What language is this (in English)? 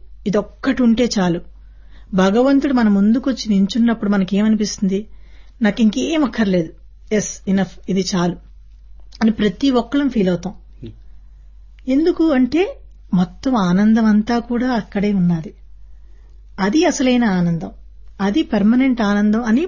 Telugu